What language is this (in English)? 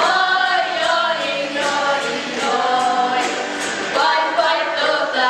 Bashkir